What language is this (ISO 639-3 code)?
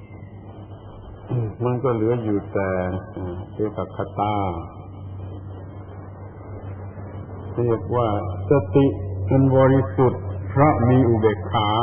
tha